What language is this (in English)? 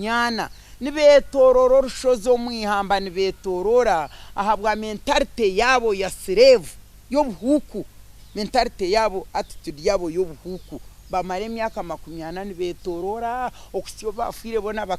Nyankole